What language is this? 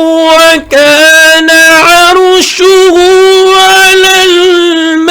Fula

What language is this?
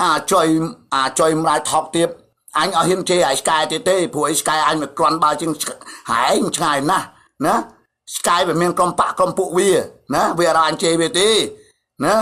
Khmer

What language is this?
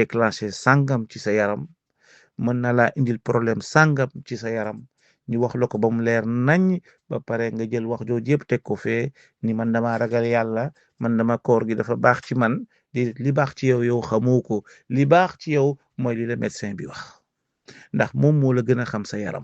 Wolof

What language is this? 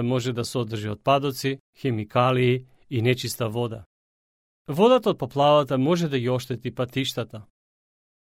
Macedonian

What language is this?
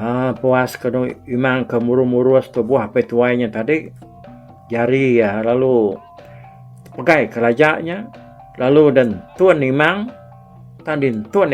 Iban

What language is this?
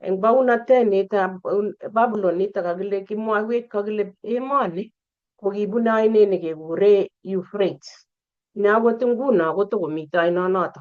Kalenjin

